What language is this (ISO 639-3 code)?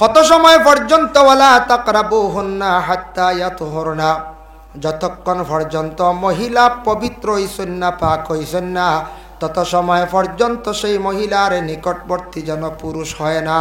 syl